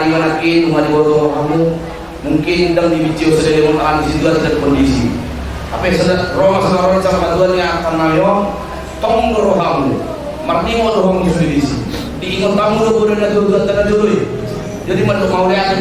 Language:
Batak Toba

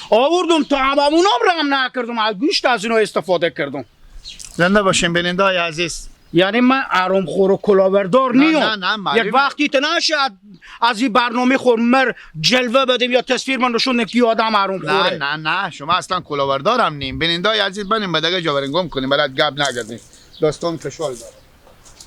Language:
Persian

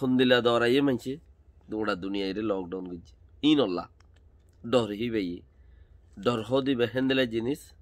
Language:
Rohingya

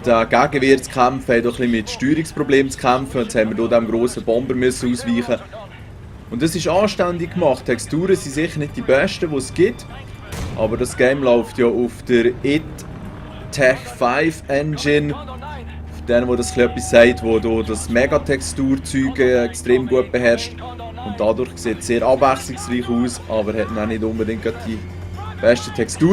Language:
Swiss German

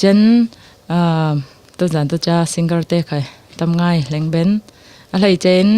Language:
Falam Chin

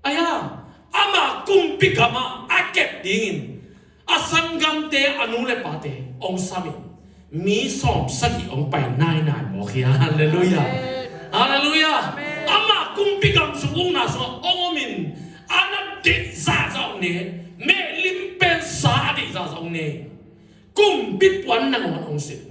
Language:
Tedim Chin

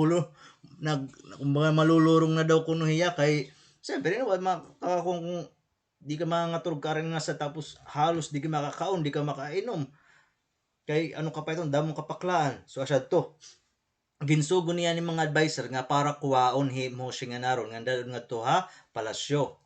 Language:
Waray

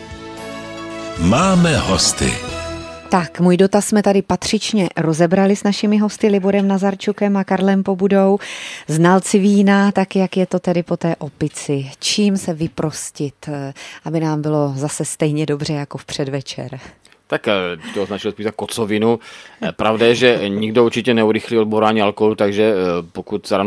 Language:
Czech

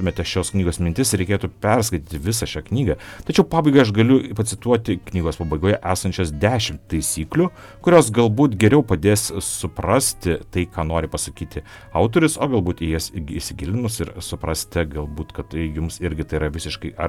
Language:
Lithuanian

